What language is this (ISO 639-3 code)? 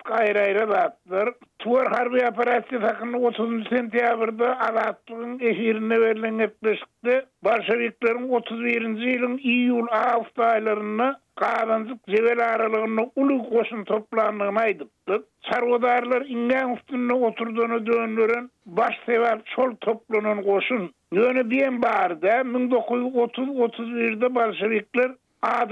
tuk